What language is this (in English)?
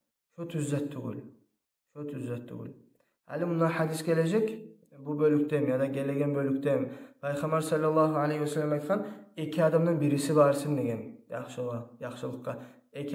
Kumyk